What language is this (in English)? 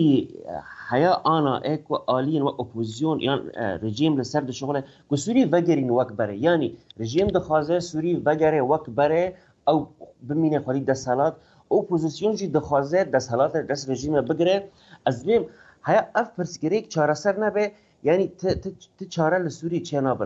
Kurdish